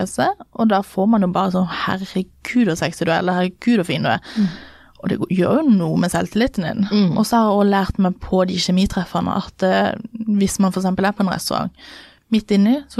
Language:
Norwegian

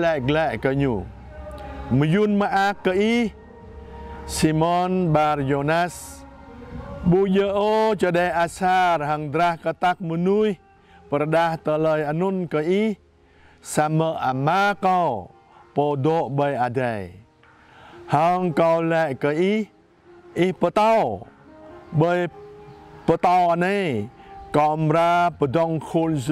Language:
Jarai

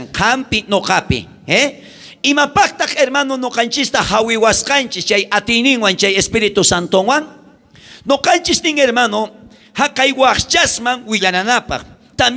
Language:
South Bolivian Quechua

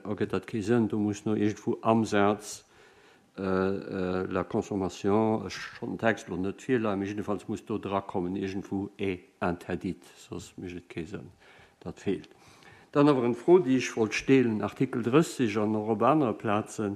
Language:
Luxembourgish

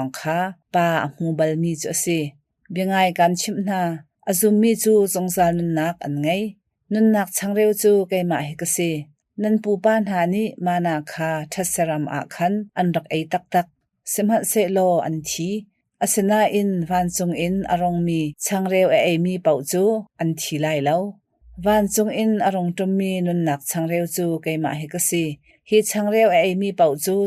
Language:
Hakha Chin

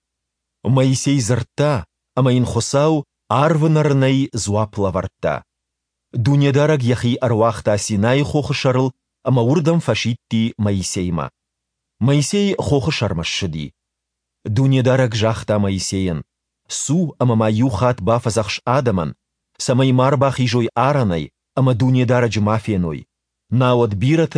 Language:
Ossetic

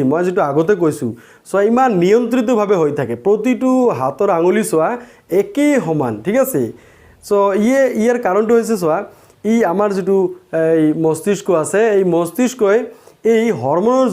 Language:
Assamese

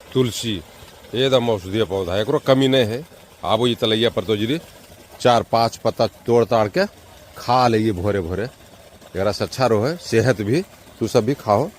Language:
Magahi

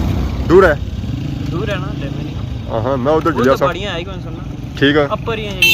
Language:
Pahari-Potwari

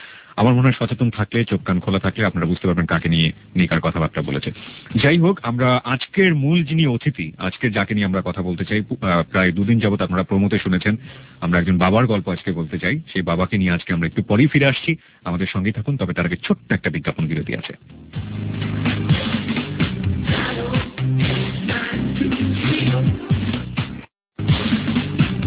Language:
Bangla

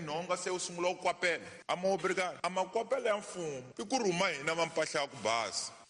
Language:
Tsonga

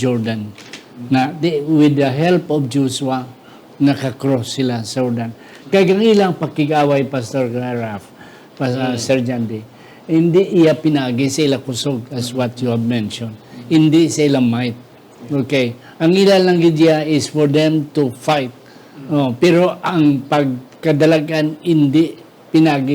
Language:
Hiligaynon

